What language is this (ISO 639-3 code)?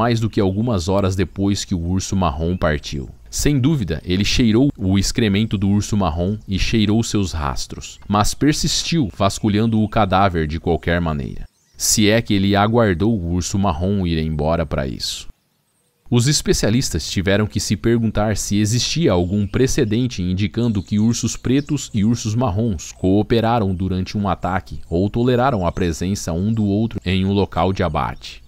por